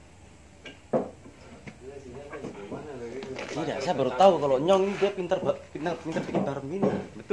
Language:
Indonesian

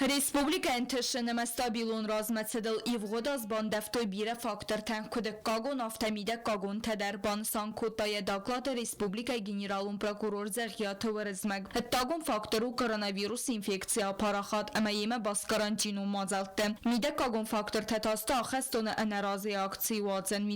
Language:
Ossetic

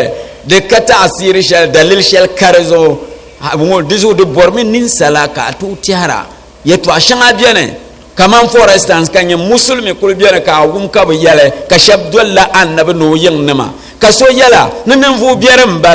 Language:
Dagbani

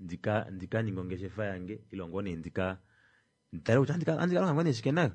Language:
Kuanyama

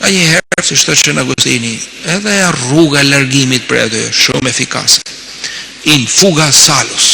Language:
Albanian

